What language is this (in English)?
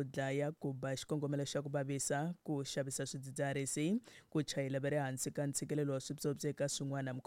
Tsonga